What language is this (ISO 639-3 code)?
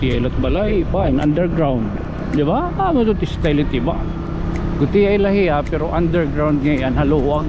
war